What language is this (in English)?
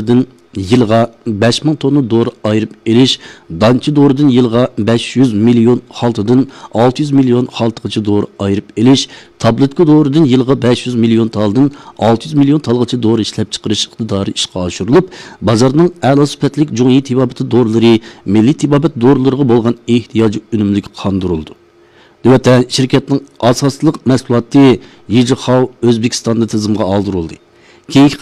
Uyghur